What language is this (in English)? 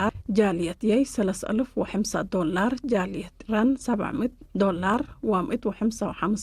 Tigre